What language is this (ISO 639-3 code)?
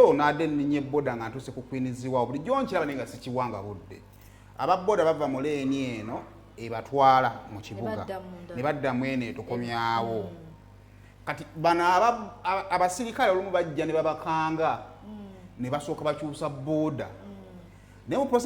lug